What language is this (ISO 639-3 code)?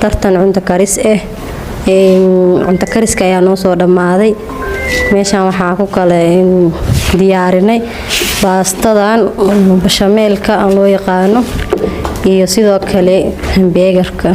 som